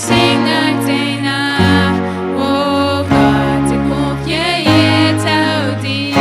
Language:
Plautdietsch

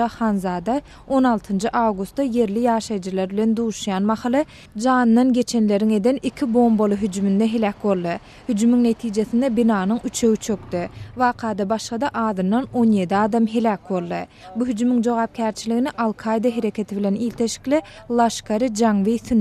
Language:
Turkmen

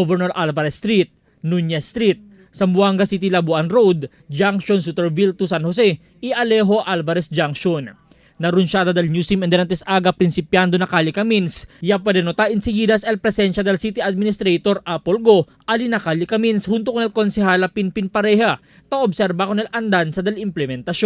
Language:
Chavacano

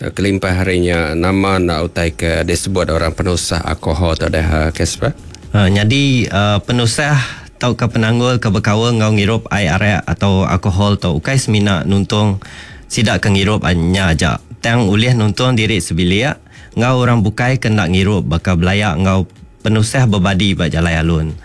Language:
Iban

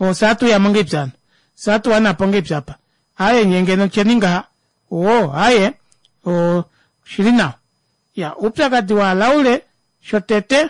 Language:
Kuanyama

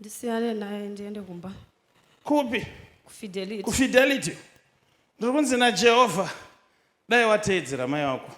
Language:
Shona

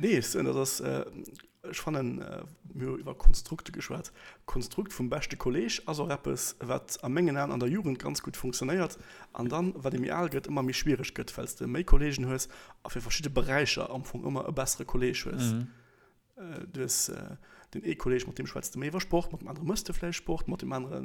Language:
Luxembourgish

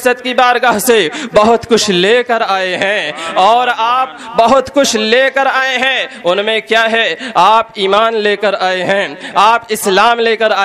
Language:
Urdu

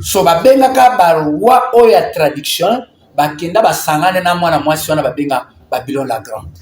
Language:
Lingala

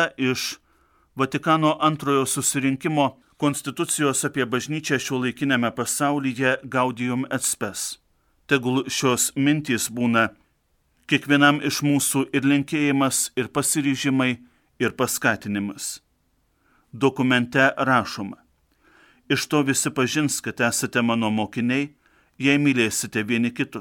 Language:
Lithuanian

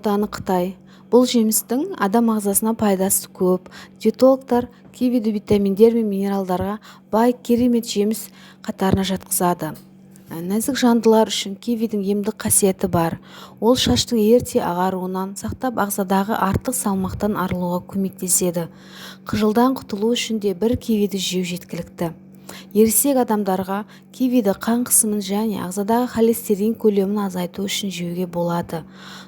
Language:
Kazakh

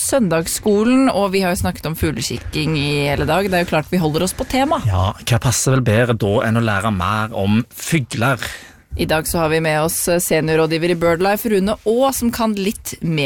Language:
Norwegian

